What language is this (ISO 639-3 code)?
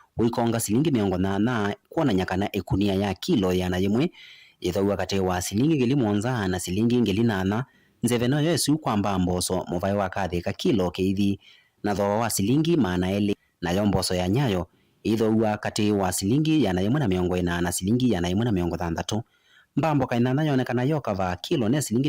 kam